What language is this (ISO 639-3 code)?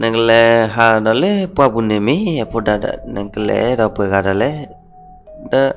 ksw